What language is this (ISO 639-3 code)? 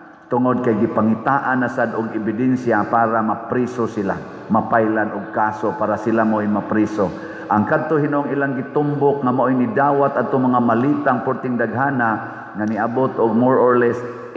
ceb